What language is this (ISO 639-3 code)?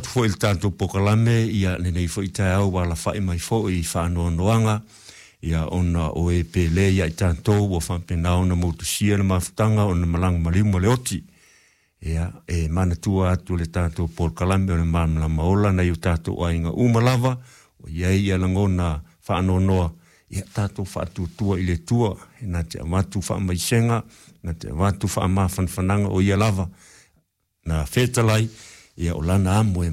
smo